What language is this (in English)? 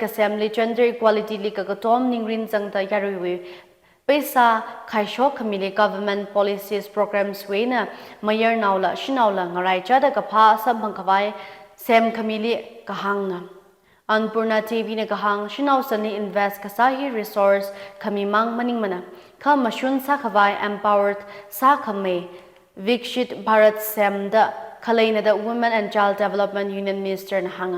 Tangkhul Naga (India)